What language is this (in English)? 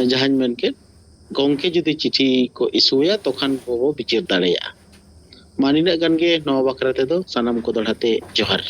Santali